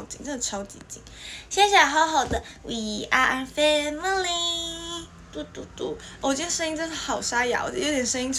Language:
Chinese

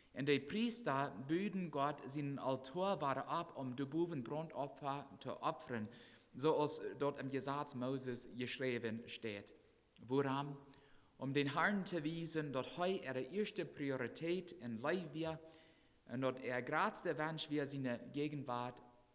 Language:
Plautdietsch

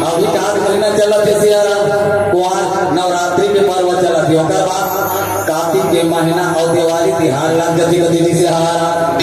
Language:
Chhattisgarhi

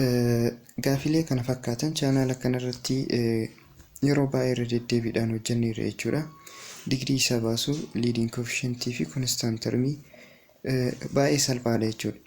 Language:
Oromo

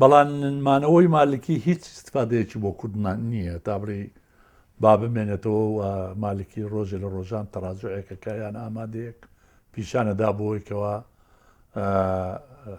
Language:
Central Kurdish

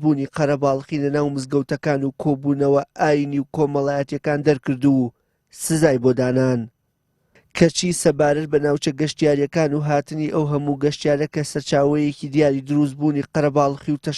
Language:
Central Kurdish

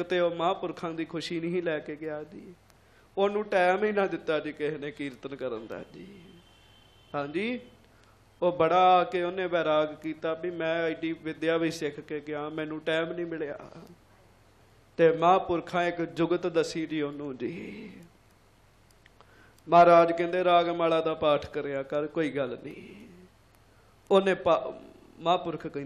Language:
Punjabi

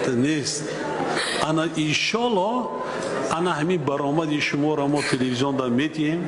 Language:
Tajik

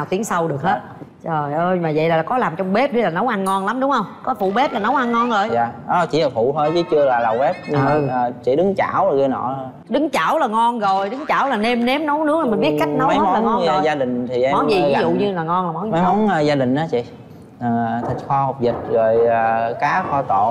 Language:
Vietnamese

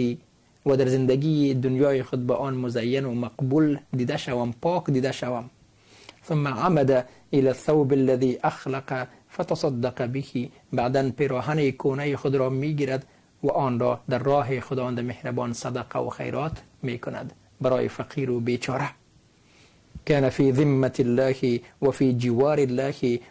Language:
Persian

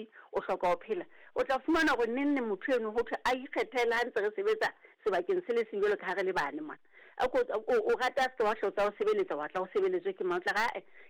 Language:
Southern Sotho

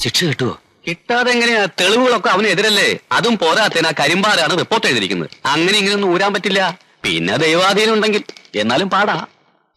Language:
Malayalam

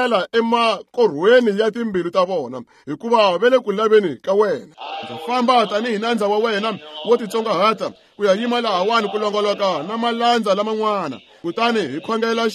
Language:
Tsonga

